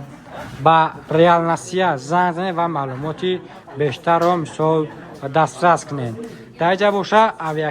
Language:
Tajik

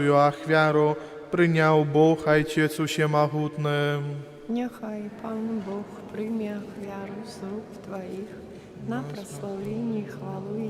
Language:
Belarusian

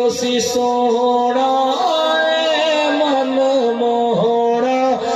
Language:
Saraiki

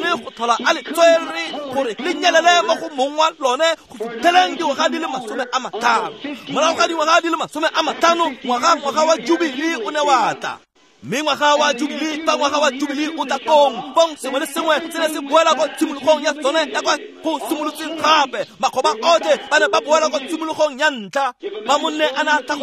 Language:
Tswana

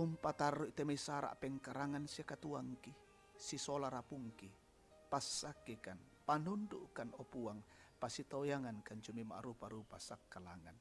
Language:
Toraja-Sa'dan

